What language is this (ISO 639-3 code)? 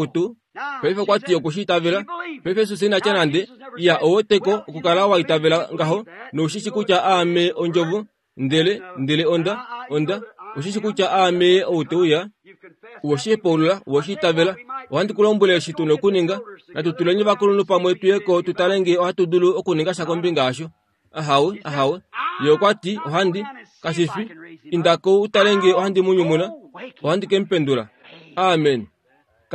kua